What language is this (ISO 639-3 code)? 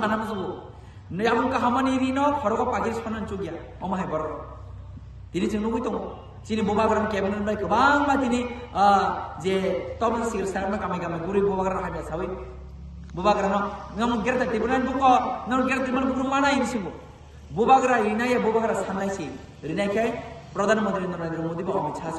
trp